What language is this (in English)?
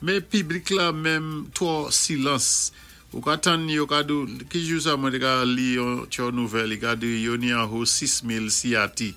Saint Lucian Creole French